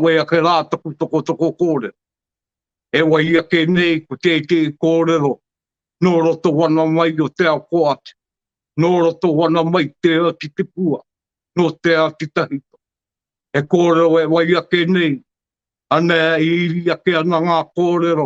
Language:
Māori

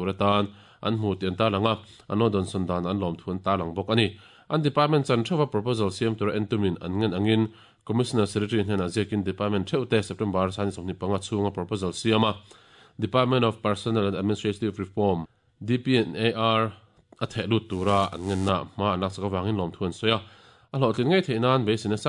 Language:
Mizo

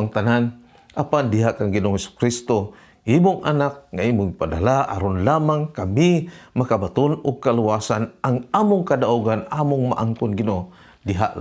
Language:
Cebuano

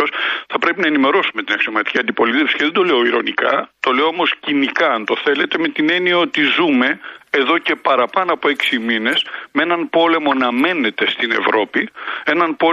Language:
Greek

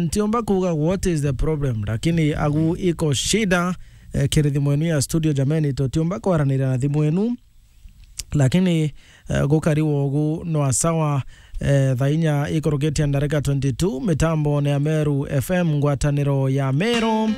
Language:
Meru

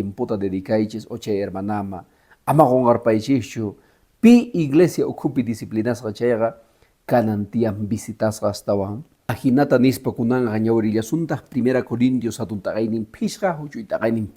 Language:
Quechua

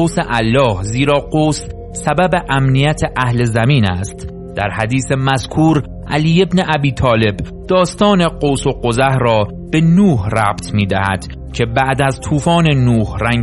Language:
Persian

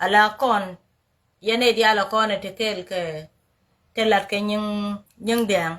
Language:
Nuer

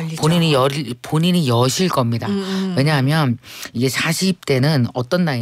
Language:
Korean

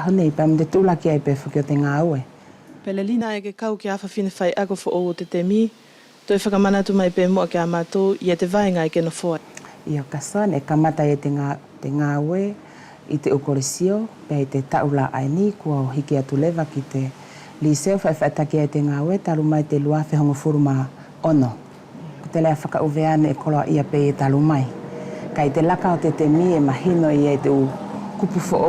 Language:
Wallisian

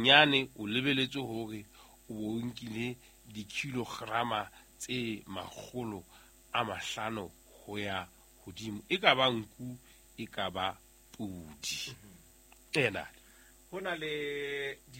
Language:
Southern Sotho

